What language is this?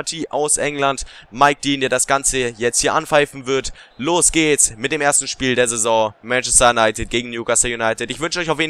German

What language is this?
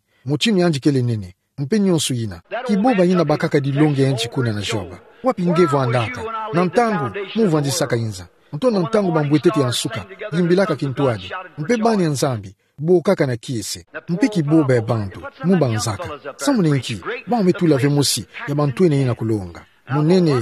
Kituba (Democratic Republic of Congo)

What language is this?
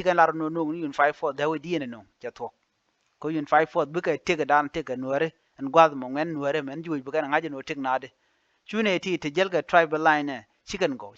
Nuer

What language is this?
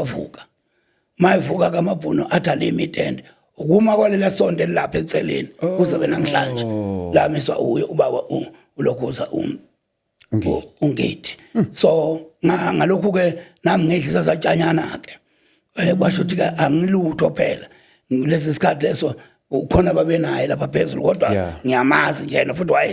Zulu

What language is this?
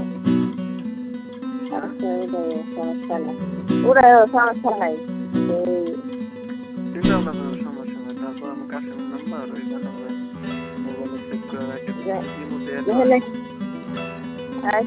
Bangla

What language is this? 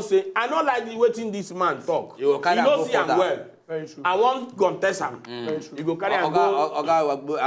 Nigerian Pidgin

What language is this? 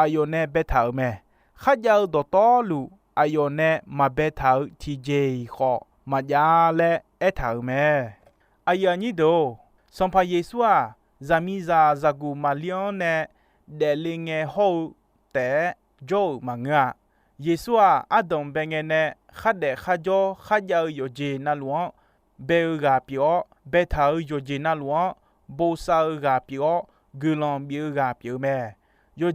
Akha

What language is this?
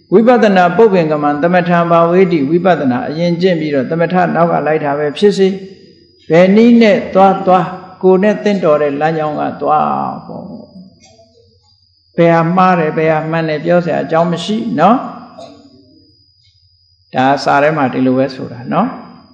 Burmese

